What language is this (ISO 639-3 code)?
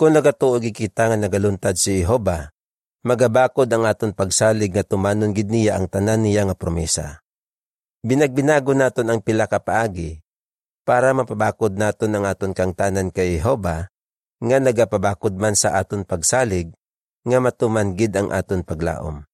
hil